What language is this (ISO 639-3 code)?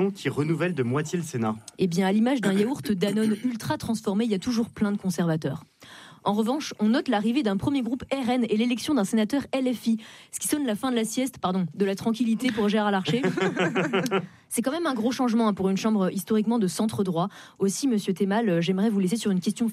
fra